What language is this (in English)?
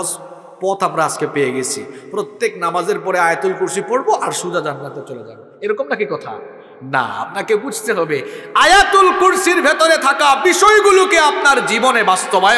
Bangla